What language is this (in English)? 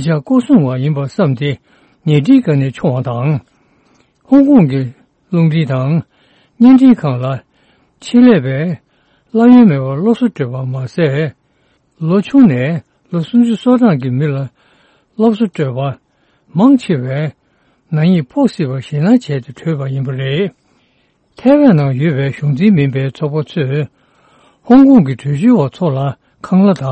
Tibetan